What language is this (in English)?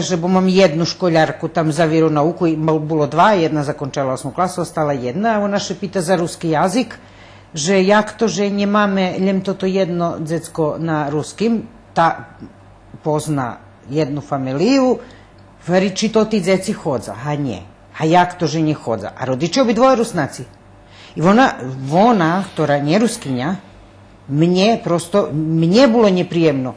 Rusyn